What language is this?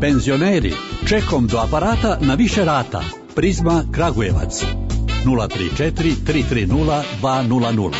Serbian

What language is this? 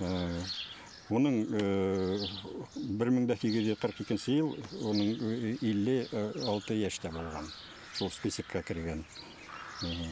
Bashkir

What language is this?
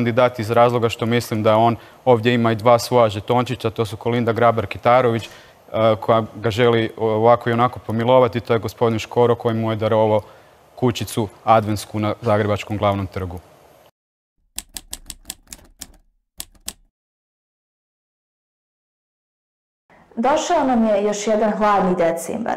Bosnian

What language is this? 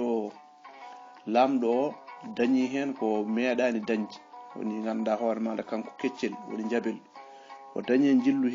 Fula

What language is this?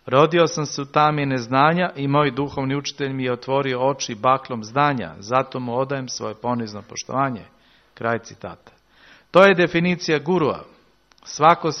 Serbian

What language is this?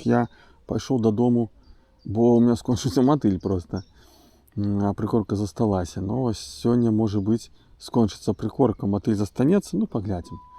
Belarusian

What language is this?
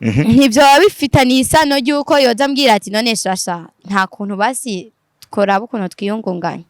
Rundi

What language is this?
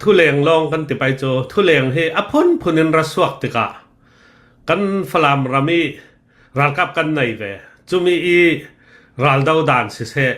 Hakha Chin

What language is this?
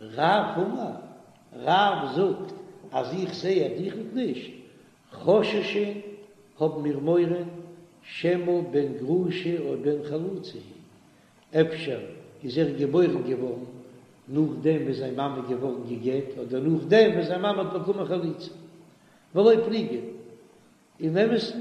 Yiddish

